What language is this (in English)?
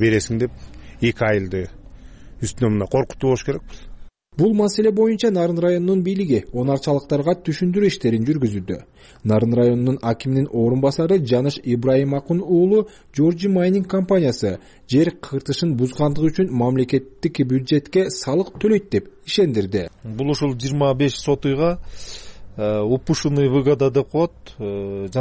Kyrgyz